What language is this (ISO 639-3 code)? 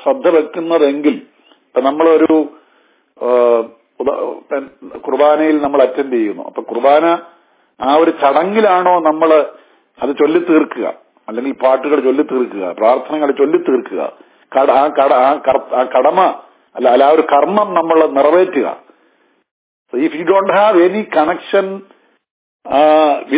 mal